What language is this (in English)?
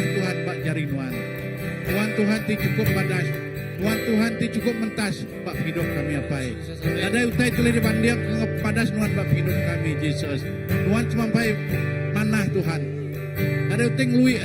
Iban